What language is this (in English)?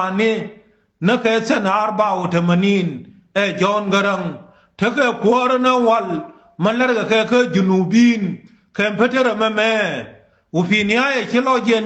Nuer